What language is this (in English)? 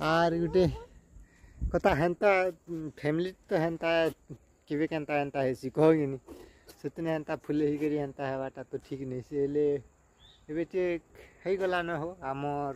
Sambalpuri